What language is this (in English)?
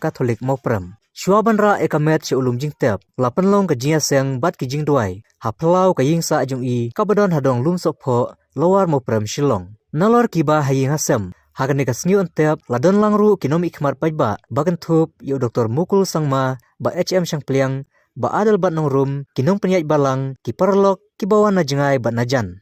Khasi